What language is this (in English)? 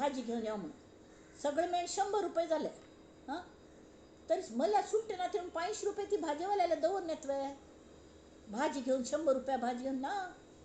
Konkani